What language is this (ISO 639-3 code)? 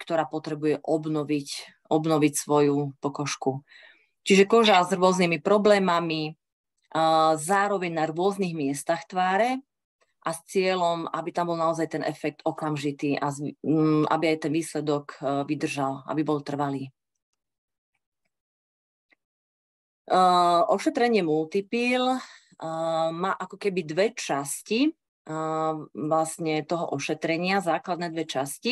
slk